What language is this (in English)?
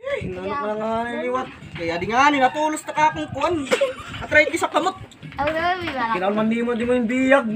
Waray